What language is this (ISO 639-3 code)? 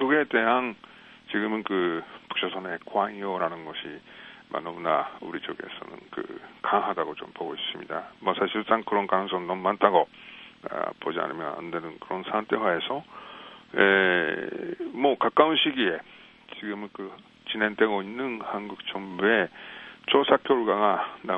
kor